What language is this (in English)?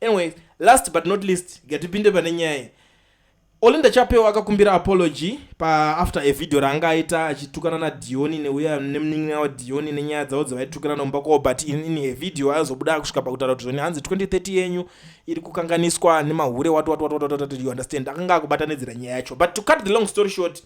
Shona